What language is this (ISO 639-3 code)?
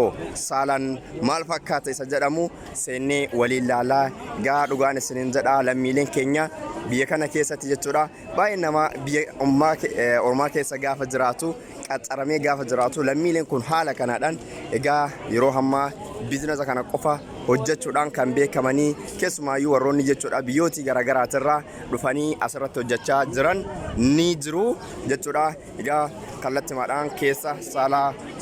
orm